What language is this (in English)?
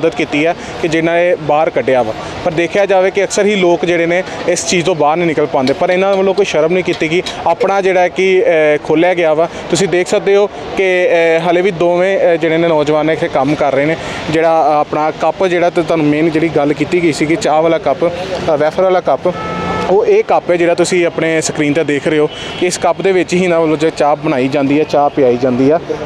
Punjabi